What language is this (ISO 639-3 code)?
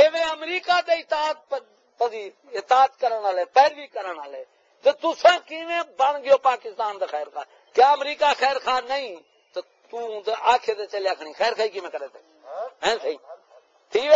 skr